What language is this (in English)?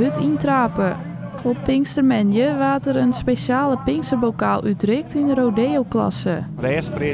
Western Frisian